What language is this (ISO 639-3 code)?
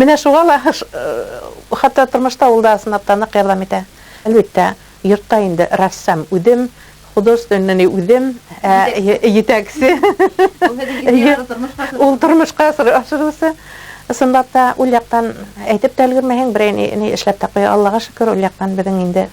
bak